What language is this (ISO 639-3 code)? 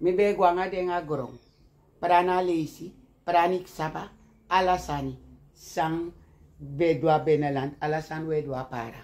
srn